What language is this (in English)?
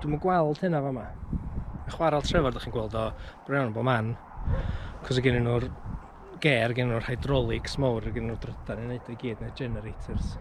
Welsh